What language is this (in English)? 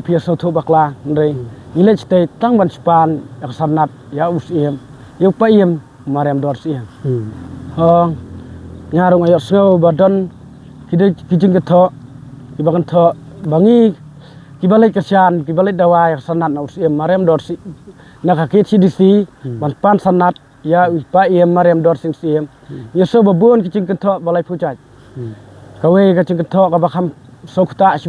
Khasi